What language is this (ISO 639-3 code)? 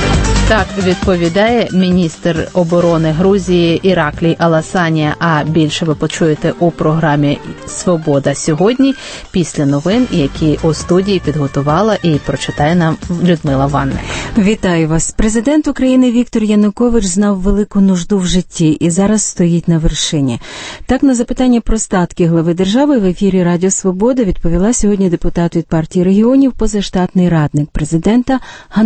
ukr